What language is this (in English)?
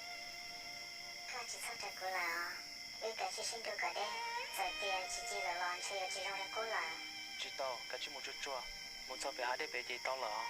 Hmong